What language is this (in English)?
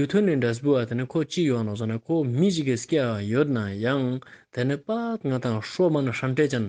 Ladakhi